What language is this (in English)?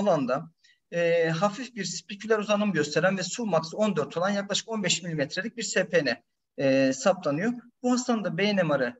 Turkish